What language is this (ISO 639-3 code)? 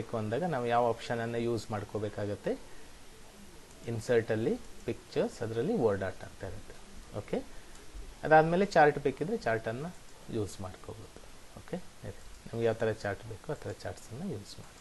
kan